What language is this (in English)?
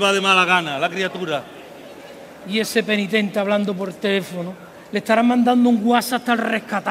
Spanish